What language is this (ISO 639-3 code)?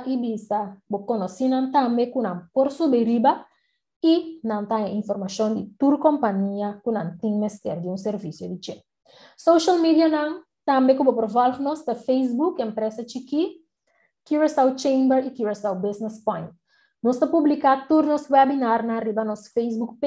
pap